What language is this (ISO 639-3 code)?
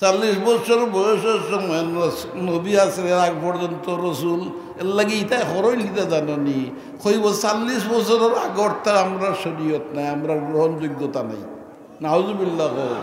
syl